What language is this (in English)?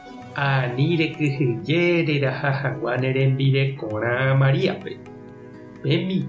Guarani